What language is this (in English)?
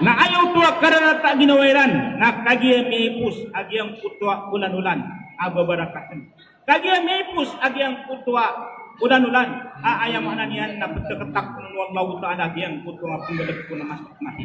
Maranao